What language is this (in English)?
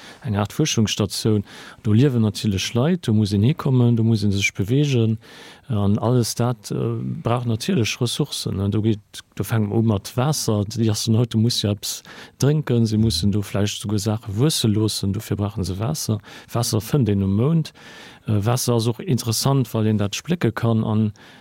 Luxembourgish